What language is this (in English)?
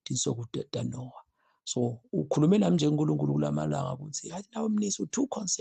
Zulu